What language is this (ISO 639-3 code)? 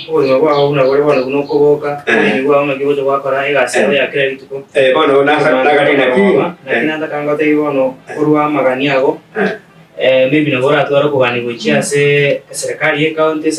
guz